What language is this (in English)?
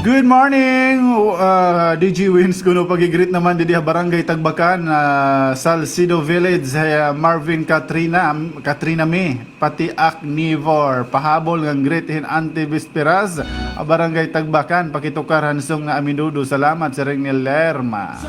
Waray